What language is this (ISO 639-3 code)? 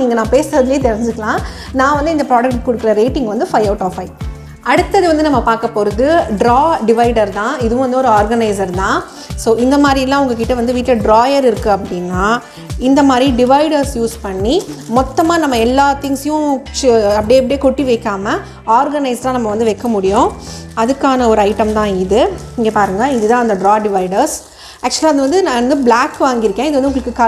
tam